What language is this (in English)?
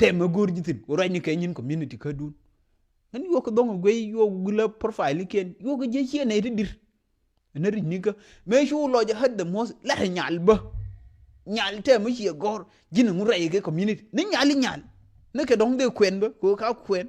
Nuer